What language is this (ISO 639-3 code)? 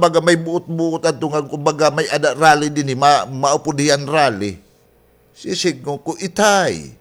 war